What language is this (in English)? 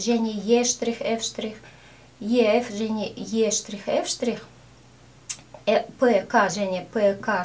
Kazakh